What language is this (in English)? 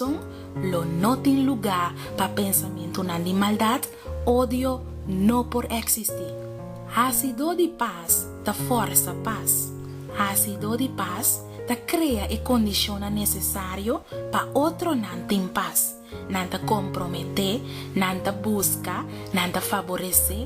Papiamento